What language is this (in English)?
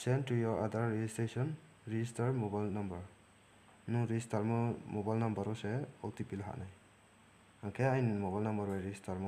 Riang (India)